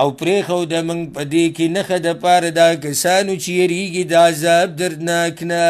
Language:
Pashto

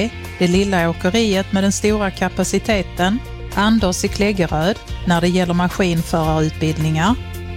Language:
Swedish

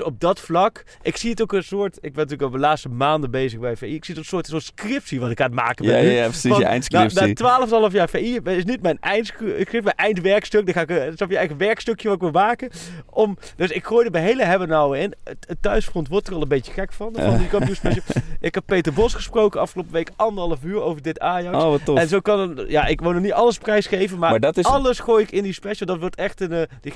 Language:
Dutch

